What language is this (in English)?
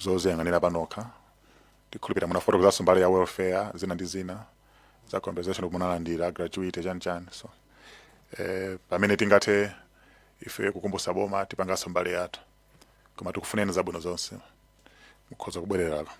Nyanja